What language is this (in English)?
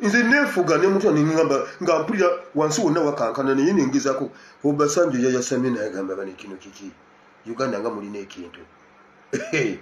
Ganda